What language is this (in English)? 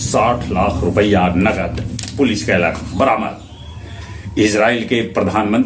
Magahi